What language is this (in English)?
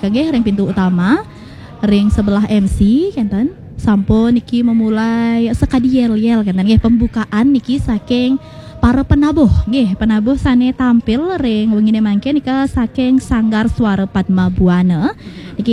Balinese